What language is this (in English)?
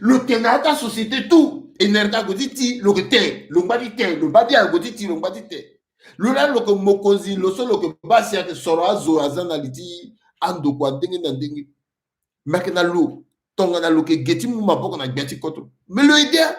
Sango